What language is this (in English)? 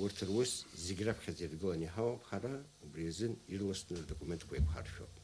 Abkhazian